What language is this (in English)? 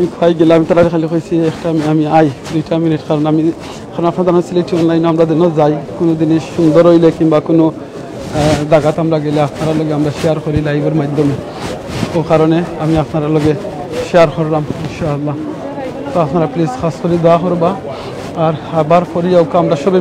Sylheti